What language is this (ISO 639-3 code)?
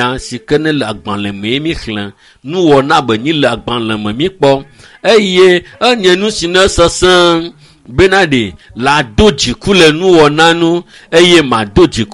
ewe